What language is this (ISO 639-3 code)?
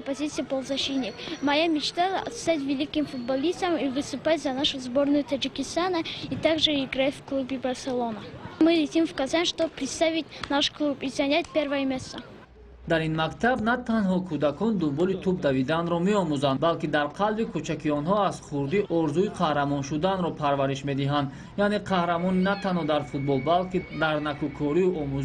tgk